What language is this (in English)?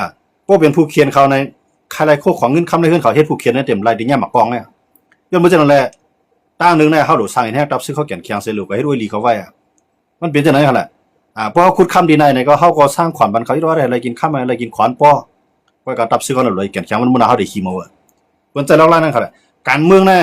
Shan